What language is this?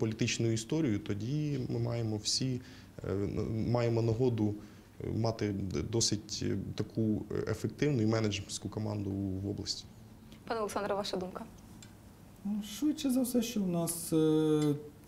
Ukrainian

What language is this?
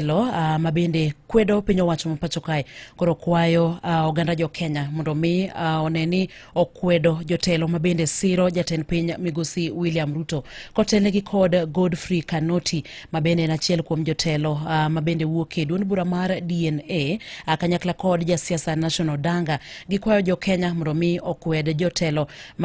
Luo (Kenya and Tanzania)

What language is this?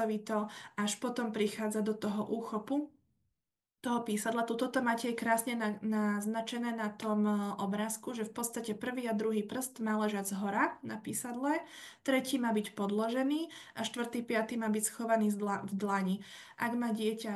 Slovak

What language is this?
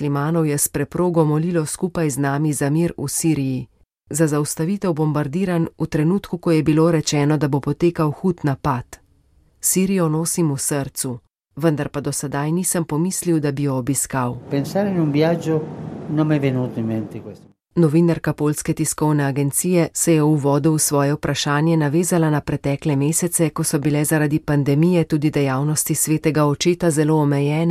Slovenian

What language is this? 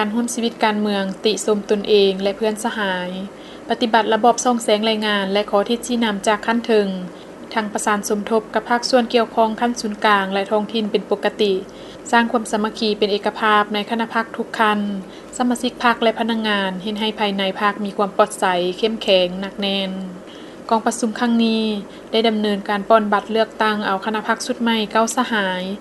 Lao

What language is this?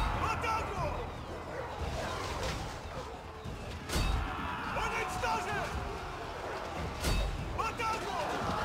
Russian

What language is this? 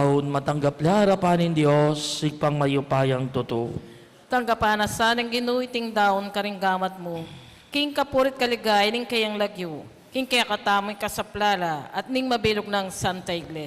Pampanga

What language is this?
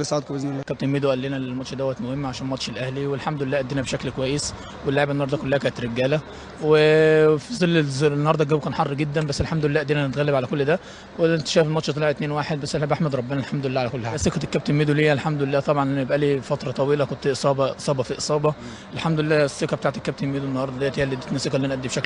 Egyptian Arabic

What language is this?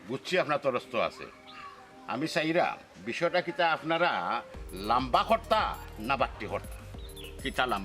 Sylheti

